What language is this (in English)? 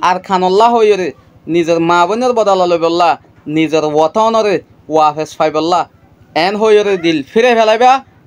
Rohingya